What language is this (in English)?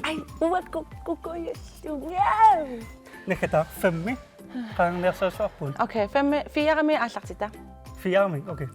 Kalaallisut